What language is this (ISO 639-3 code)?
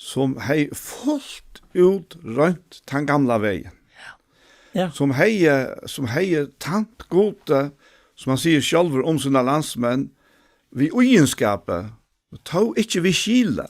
fao